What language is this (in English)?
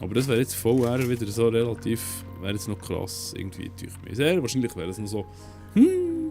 Swiss German